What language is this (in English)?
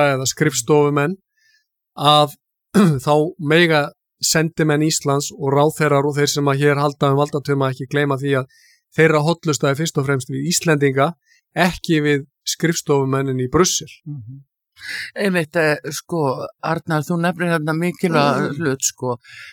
Icelandic